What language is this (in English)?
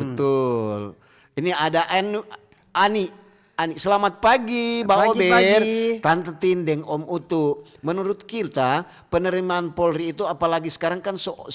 Manado Malay